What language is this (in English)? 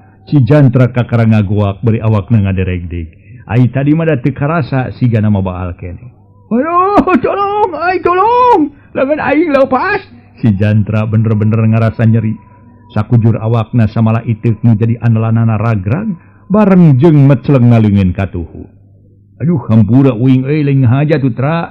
Sundanese